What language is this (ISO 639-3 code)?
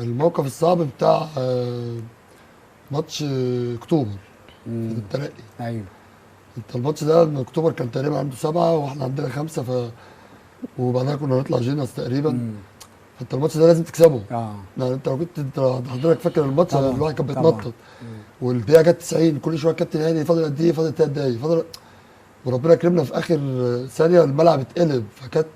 arz